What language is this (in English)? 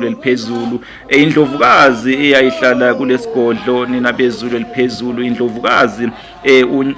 Zulu